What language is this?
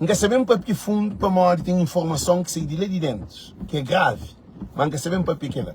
Kabuverdianu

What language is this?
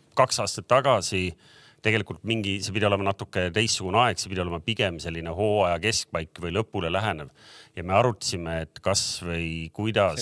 Estonian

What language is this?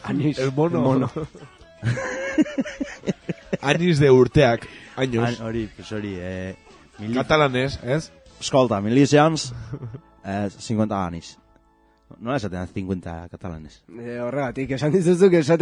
Basque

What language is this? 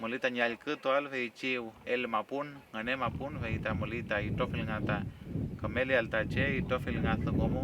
Mapuche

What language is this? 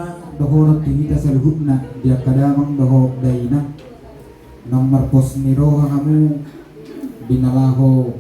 Batak Toba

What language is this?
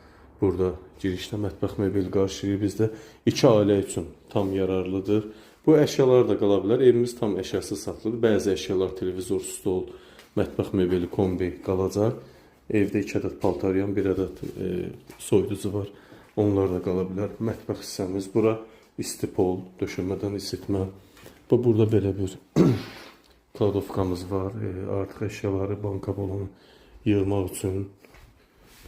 Azerbaijani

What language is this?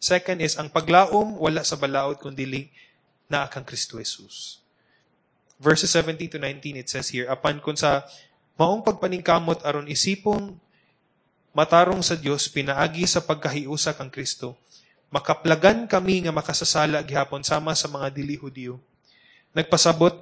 Cebuano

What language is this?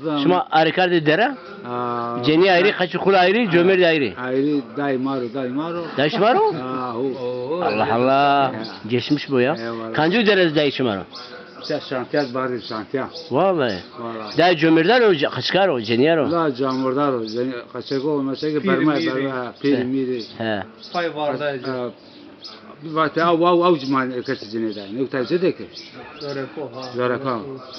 Zaza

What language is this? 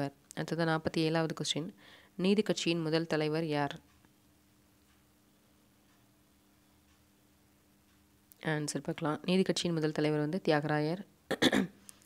Tamil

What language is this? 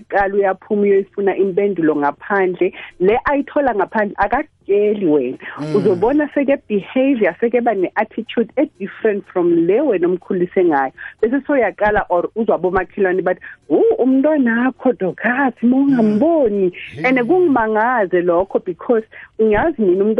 South Ndebele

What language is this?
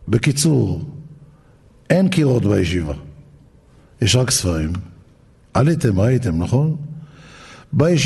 Hebrew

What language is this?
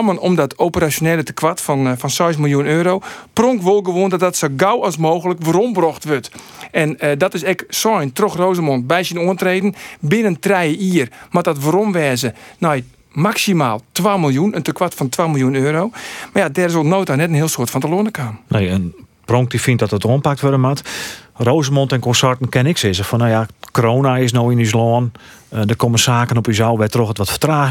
Western Frisian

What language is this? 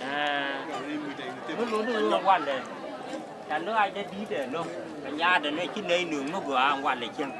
Nuer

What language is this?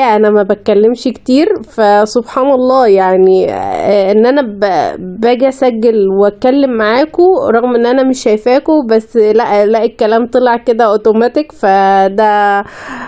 Egyptian Arabic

